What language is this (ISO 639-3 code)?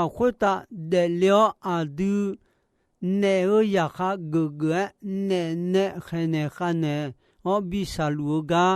ahk